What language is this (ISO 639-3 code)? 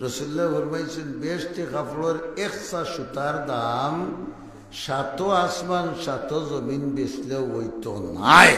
syl